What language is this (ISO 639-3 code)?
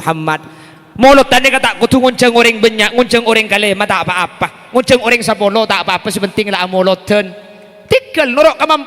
mad